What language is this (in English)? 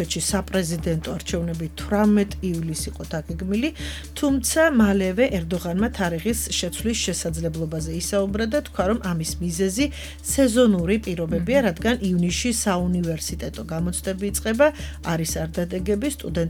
Georgian